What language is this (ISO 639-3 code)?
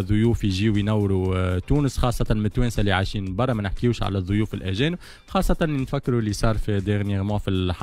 aeb